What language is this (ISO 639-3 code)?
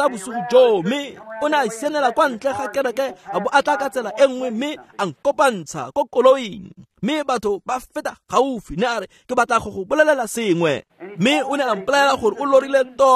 tsn